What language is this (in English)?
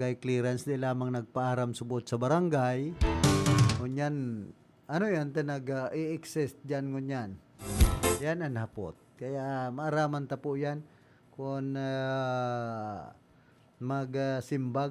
Bikol